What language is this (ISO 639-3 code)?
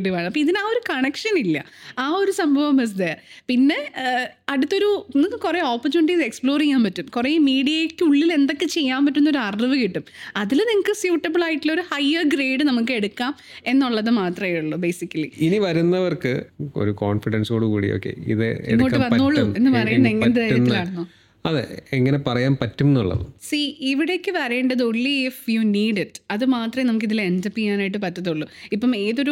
mal